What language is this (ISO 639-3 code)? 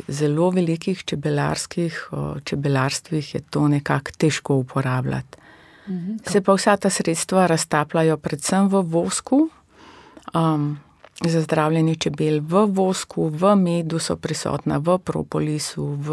slv